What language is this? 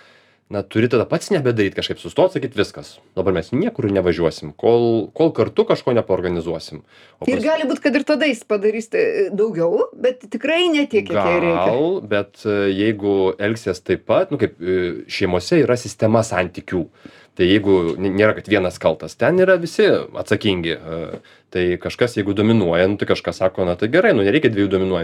Lithuanian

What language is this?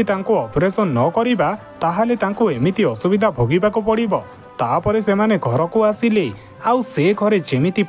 Odia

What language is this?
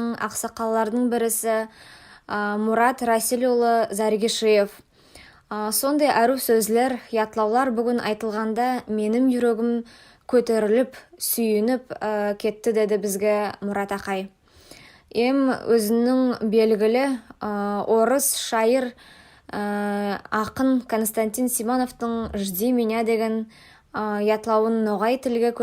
Nogai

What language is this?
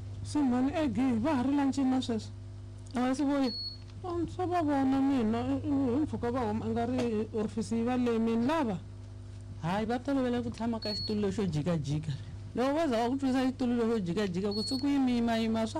Tsonga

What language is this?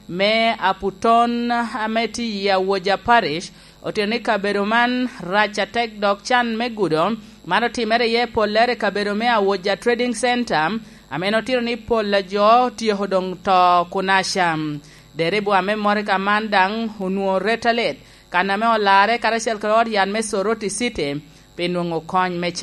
Lango (Uganda)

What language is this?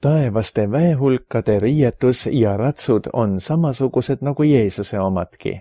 Estonian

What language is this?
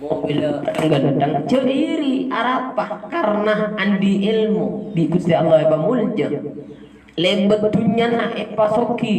Madurese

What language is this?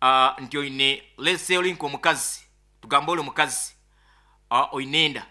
Nyoro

